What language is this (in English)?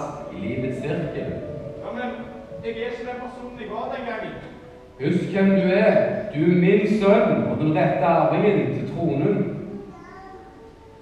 Norwegian